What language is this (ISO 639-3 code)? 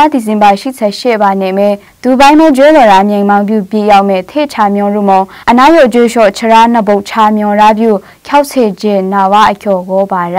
mhx